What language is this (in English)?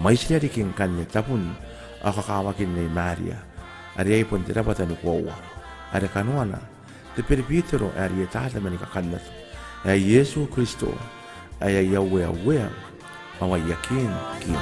Gilbertese